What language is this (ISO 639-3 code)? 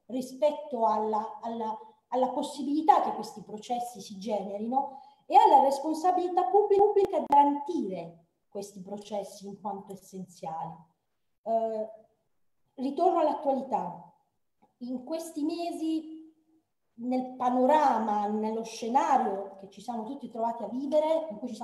ita